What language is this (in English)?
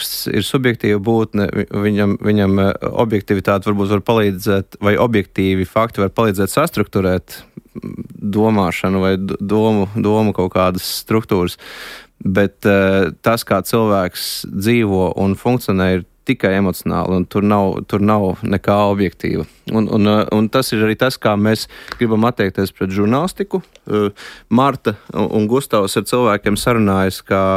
Latvian